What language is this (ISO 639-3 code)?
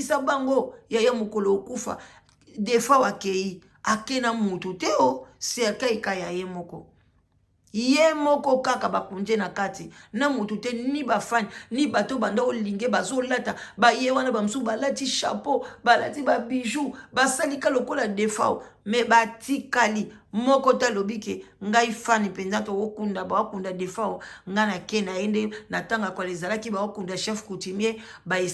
lin